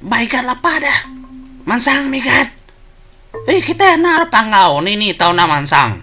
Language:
Iban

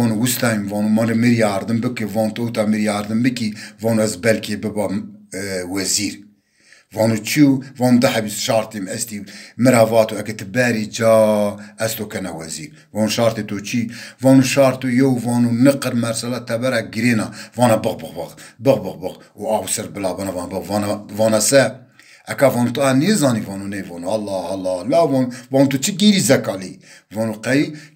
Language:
Zaza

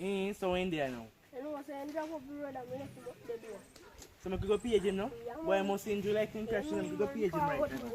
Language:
Jamaican Creole English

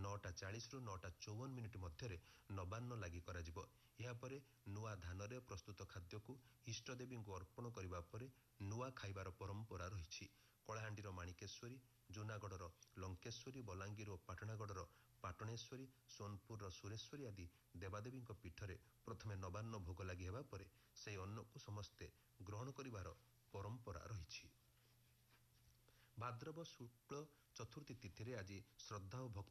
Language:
Odia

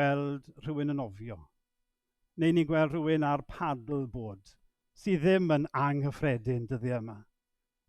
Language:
Welsh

